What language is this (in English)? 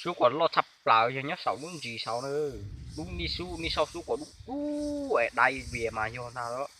Hmong